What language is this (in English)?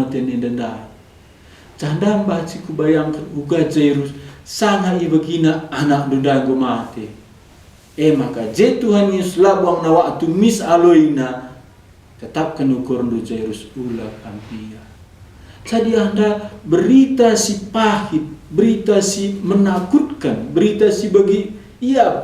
Batak Karo